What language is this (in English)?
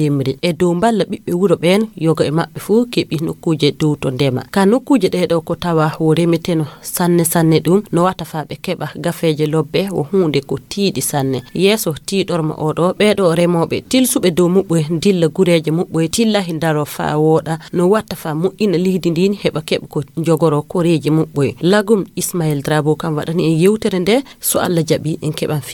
Fula